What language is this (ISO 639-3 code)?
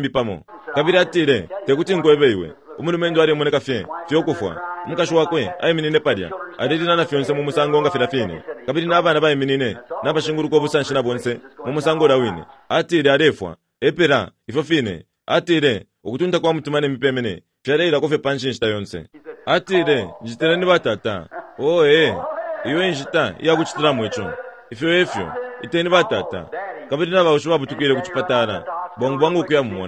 bem